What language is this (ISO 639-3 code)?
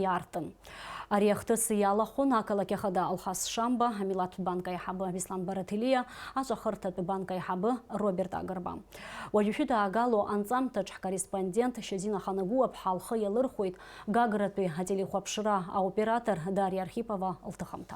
abk